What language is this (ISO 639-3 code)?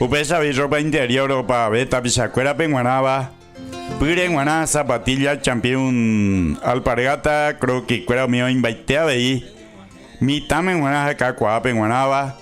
grn